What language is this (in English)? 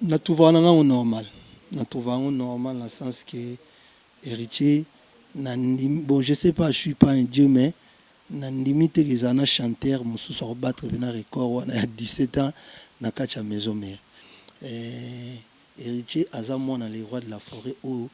Lingala